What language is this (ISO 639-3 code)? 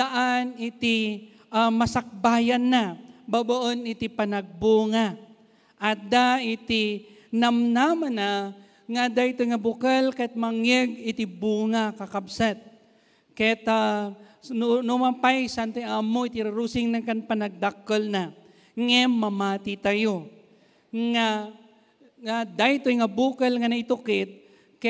ilo